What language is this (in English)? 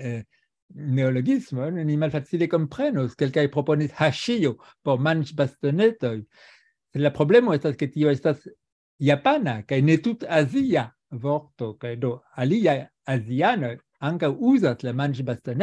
Esperanto